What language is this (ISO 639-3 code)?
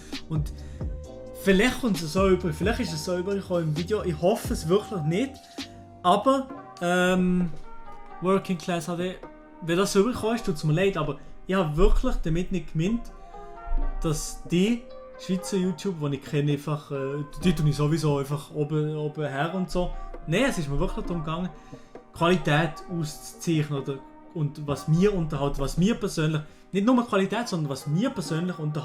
gsw